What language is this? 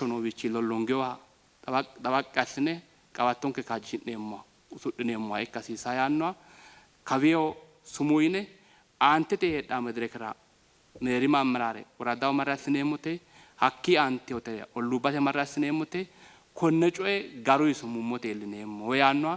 Sidamo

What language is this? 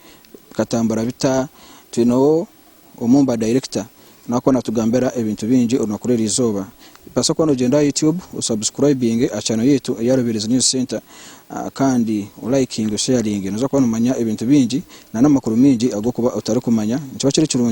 Nyankole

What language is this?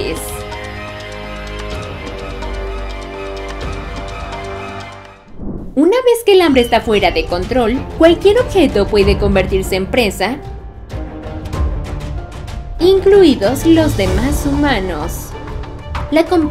Spanish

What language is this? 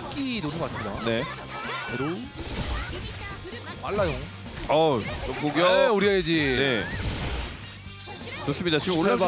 Korean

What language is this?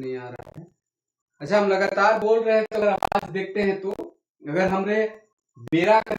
Sadri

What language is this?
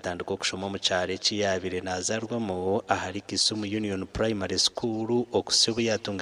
Nyankole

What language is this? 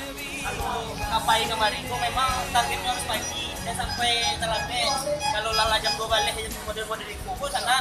Minangkabau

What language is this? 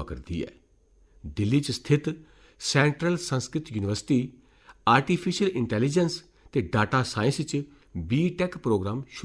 Dogri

